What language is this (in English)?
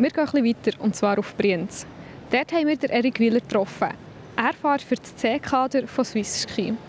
Swiss German